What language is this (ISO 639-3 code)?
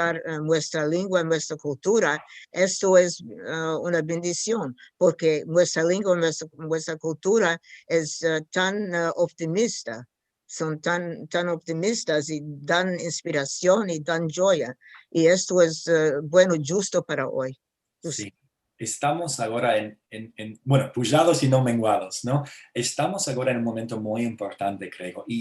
lad